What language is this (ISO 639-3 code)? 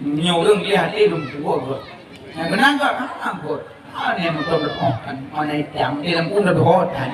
ace